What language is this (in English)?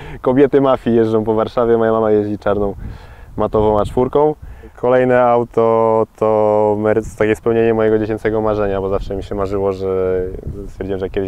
Polish